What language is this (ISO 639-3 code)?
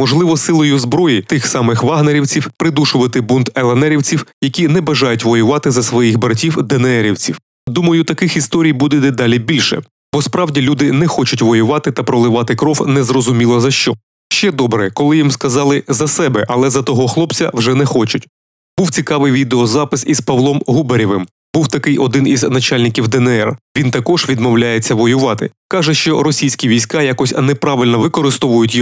ukr